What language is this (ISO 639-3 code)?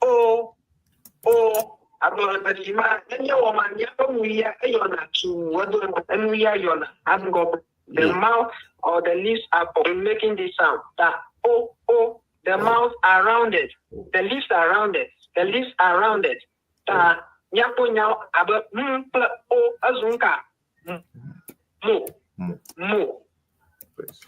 ewe